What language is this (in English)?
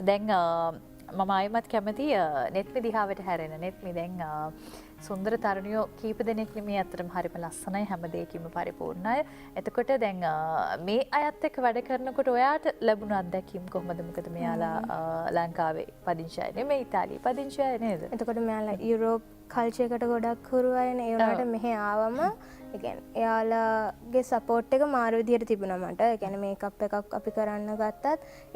Sinhala